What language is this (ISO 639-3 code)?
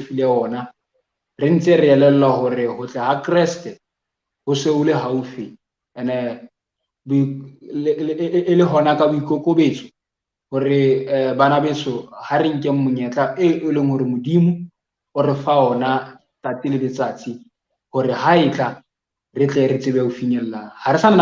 sot